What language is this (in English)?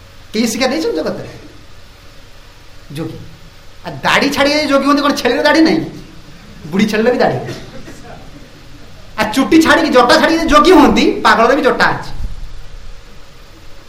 Odia